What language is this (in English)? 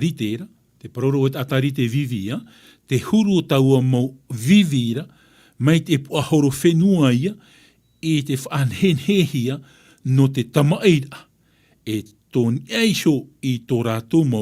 Tahitian